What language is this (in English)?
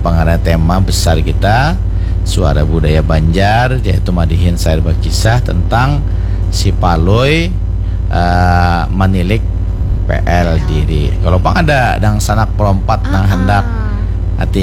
Banjar